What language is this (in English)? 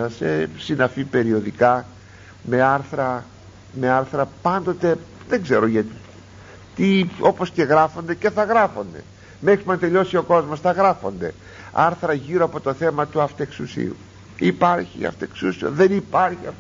Greek